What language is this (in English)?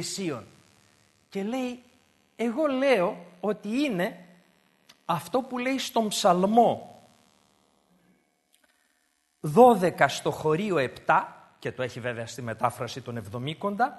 Greek